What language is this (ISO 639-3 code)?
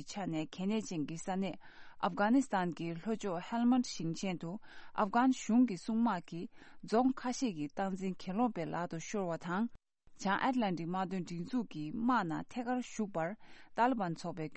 bod